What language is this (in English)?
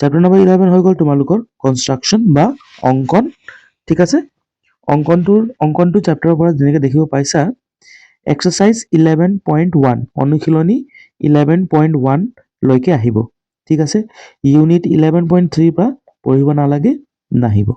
Assamese